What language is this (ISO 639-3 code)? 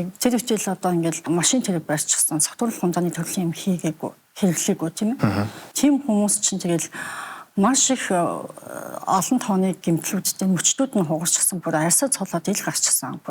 mon